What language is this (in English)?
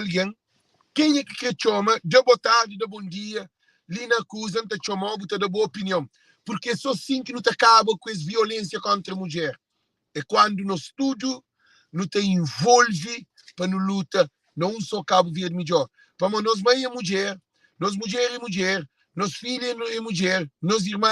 Kabuverdianu